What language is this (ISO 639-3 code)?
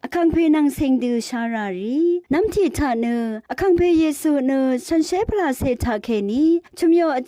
raw